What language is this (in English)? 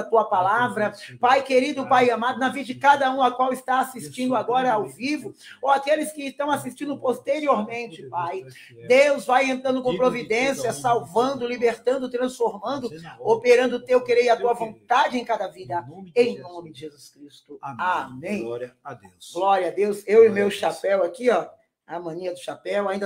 Portuguese